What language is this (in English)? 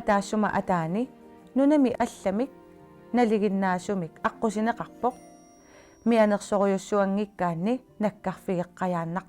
Kalaallisut